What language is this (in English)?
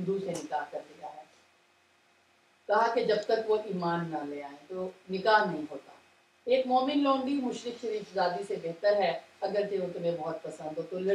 Urdu